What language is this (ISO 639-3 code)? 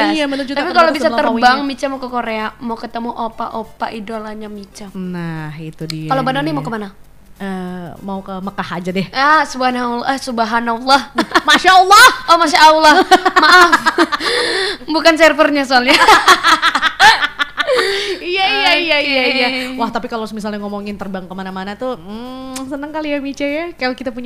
ind